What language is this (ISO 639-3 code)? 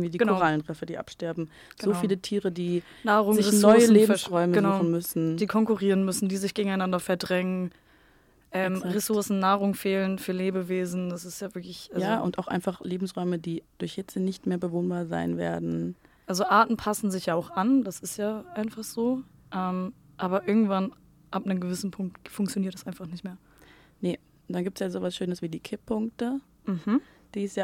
deu